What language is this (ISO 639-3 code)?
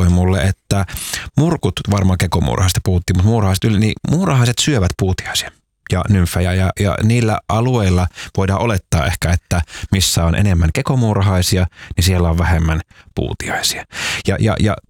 fin